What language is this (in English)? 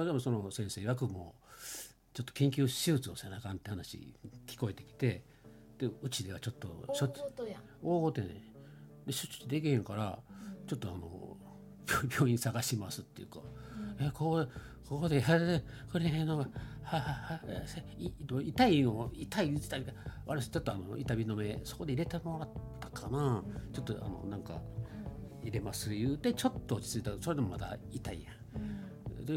Japanese